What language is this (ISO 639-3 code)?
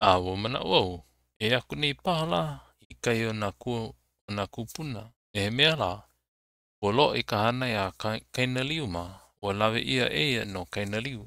haw